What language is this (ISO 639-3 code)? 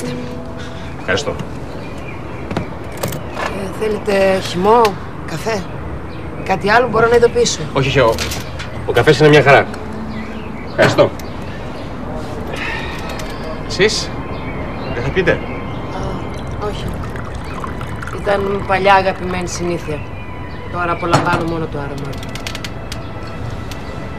ell